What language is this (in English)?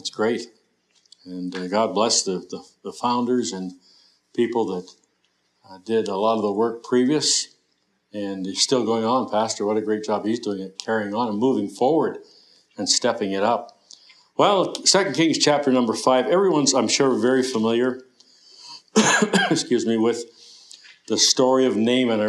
English